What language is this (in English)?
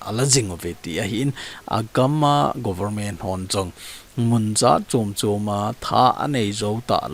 Thado Chin